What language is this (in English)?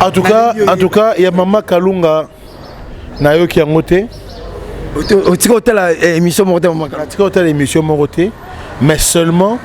Lingala